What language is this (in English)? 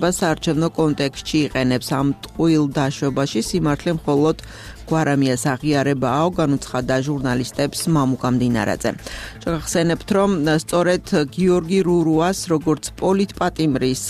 Georgian